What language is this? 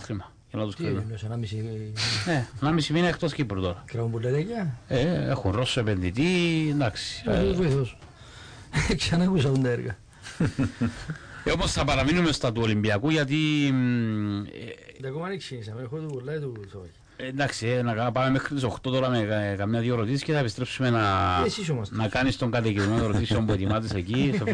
Greek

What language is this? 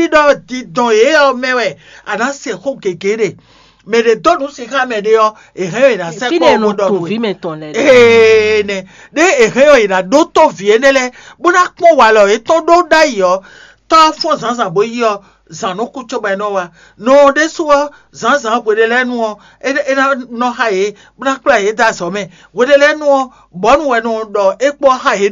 Fon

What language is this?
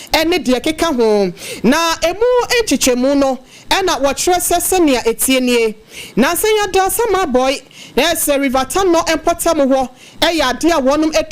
Akan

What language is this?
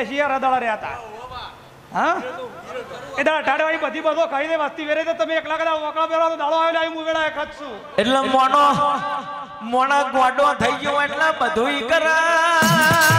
Gujarati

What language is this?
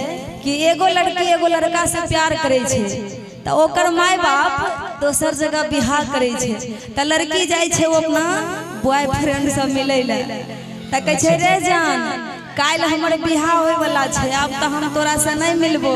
Maithili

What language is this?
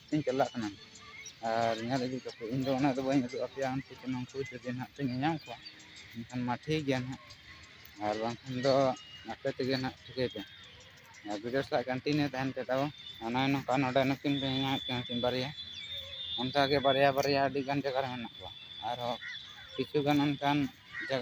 Santali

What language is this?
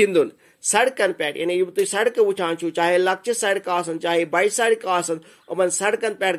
Kashmiri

